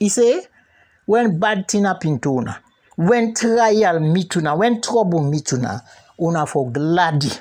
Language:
Krio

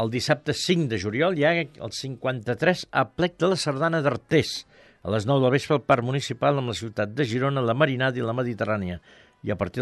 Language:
Catalan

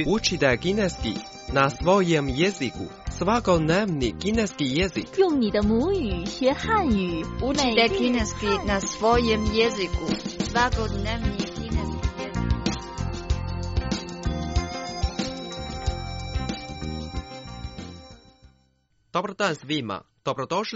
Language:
Croatian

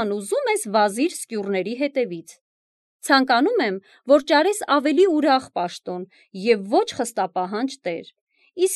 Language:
Armenian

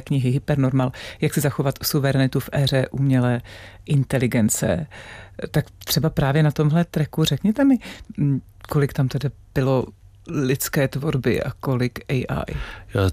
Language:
Czech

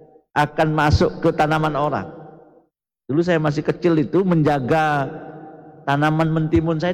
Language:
Indonesian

